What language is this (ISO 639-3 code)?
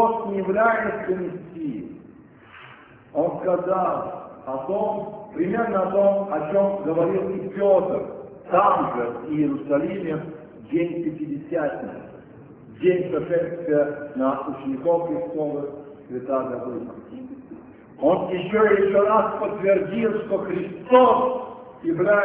rus